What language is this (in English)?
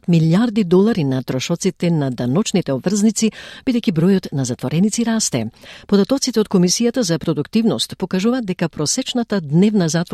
Macedonian